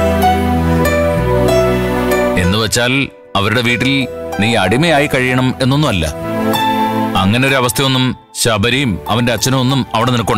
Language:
Malayalam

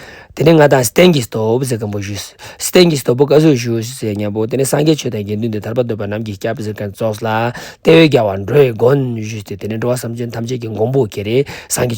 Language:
Ladakhi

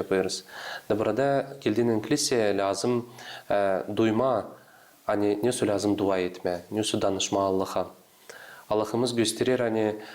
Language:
Gagauz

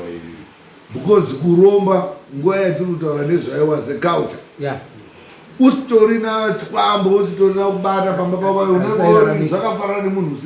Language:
Shona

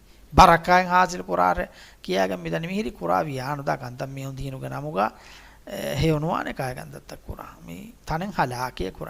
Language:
Divehi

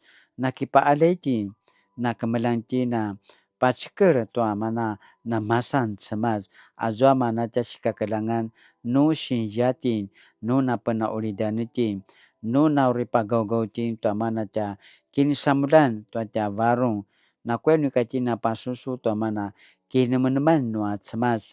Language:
Paiwan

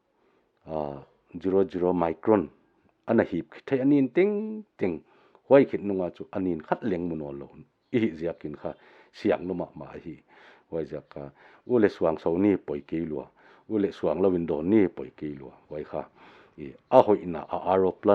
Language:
Paite Chin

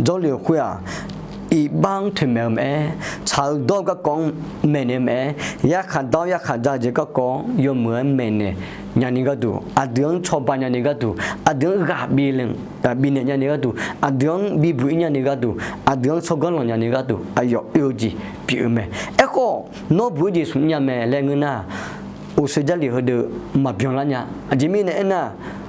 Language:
Akha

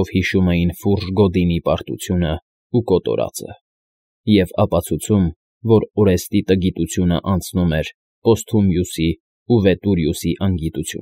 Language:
Armenian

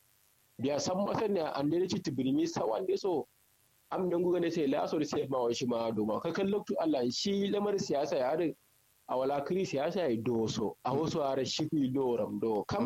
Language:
Kanuri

